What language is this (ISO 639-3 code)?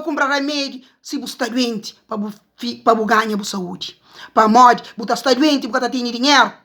kea